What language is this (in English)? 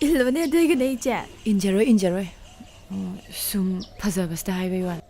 Manipuri